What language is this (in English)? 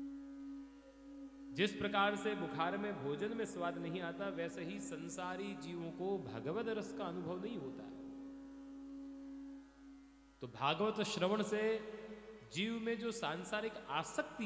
Hindi